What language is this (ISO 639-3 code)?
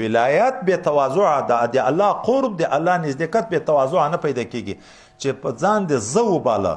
pus